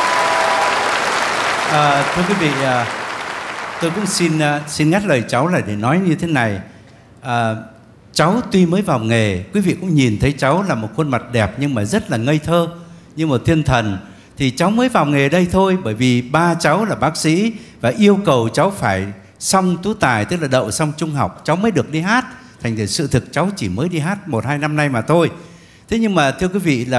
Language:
Vietnamese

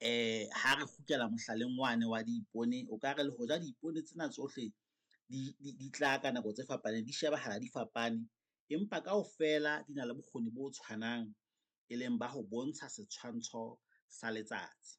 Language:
Southern Sotho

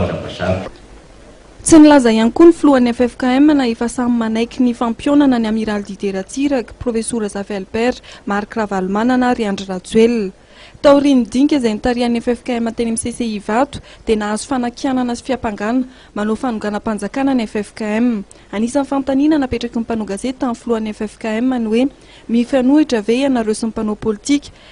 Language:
Malagasy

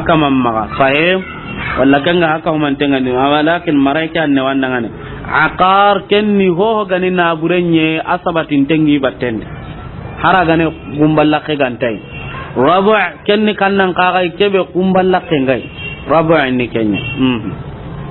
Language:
Soninke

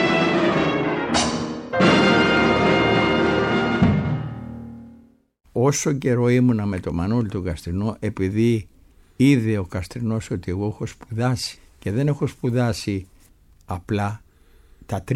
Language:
Greek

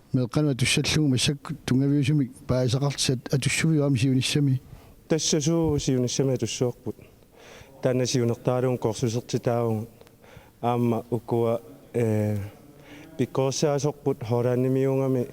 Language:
Kalaallisut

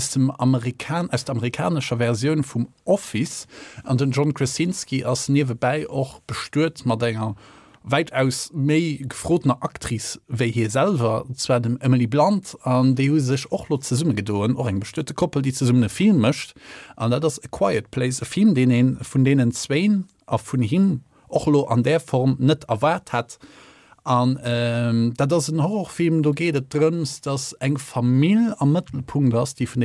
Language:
Luxembourgish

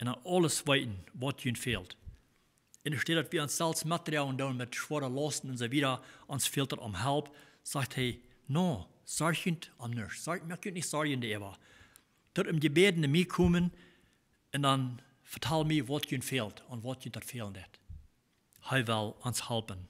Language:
Plautdietsch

